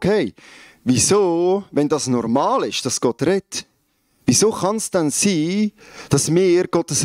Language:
Swiss German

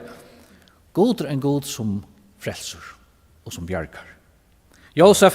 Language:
Faroese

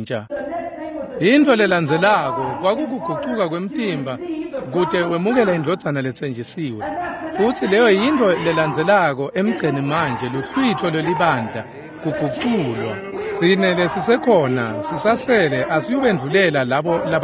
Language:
Swati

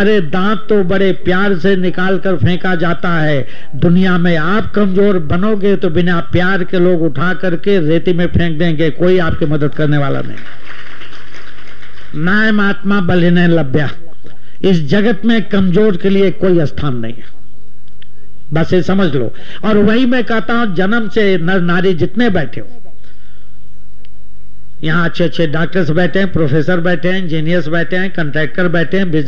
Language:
Hindi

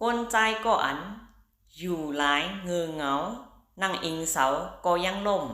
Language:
Shan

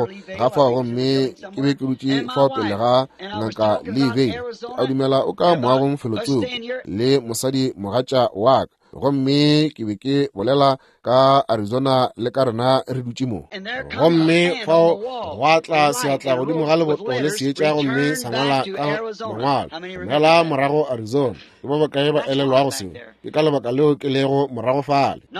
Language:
Northern Sotho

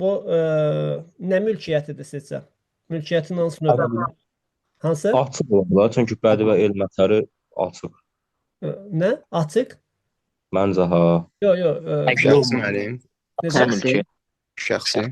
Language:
Azerbaijani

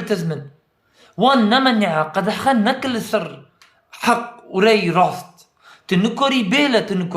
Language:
Kurdish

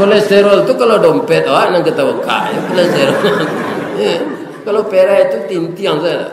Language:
Minangkabau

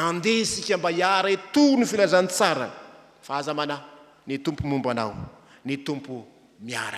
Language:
Malagasy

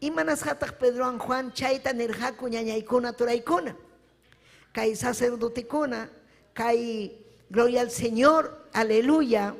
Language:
Ayacucho Quechua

